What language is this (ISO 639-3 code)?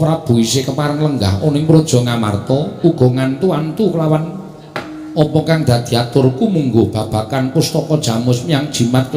jav